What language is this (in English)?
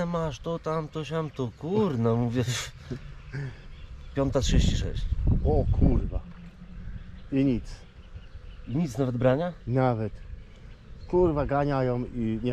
Polish